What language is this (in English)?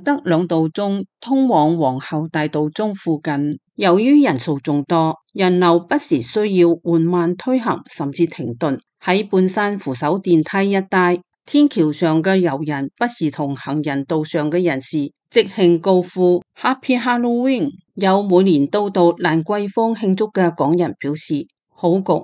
Cantonese